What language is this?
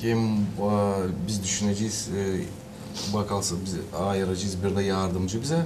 Gagauz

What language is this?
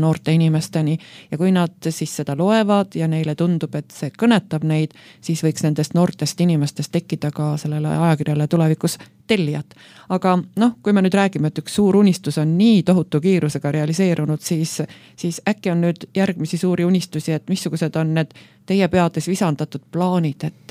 Estonian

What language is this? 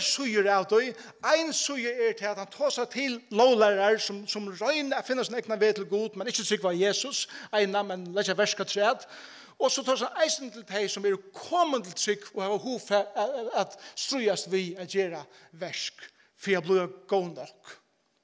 Faroese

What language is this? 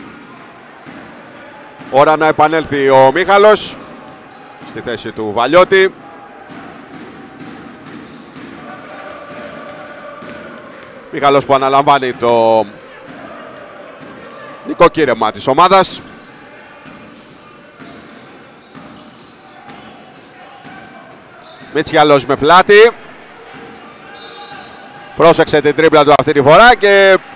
Greek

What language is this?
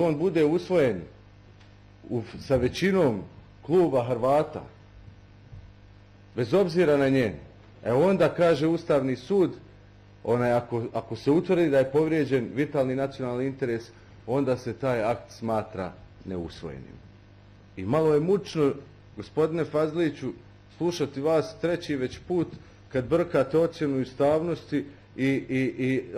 Bosnian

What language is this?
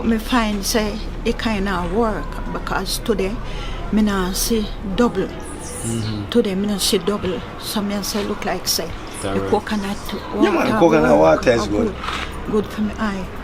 Jamaican Creole English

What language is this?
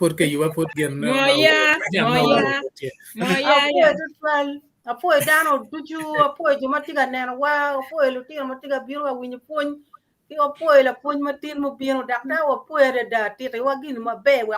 Acoli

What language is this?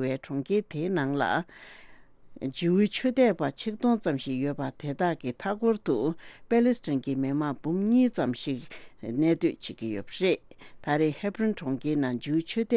Tibetan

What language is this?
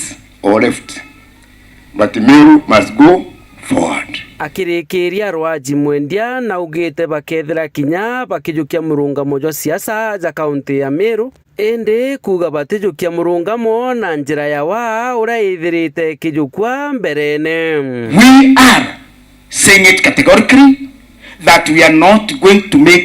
Meru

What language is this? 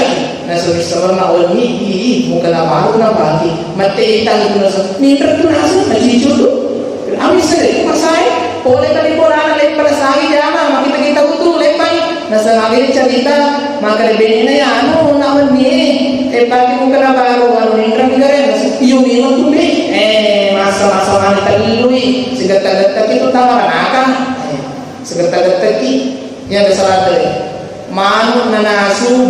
Buginese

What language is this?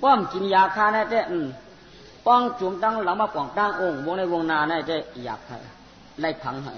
Shan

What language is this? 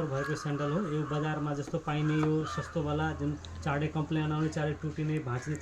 Nepali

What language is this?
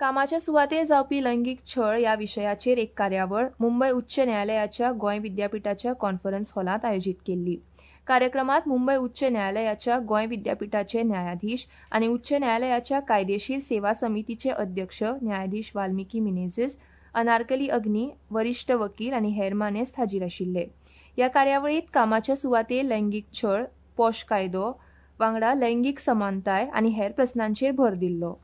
Konkani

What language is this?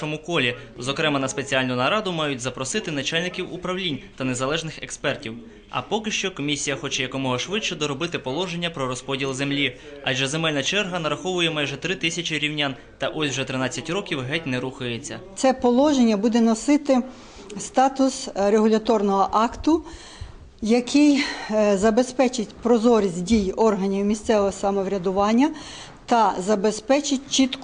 Ukrainian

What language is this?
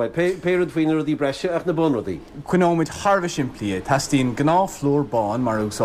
Irish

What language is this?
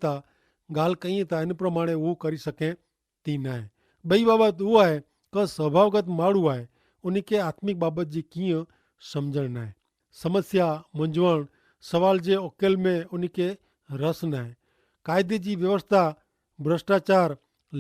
Kachhi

